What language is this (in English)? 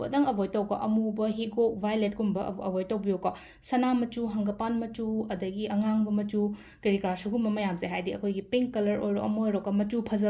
Manipuri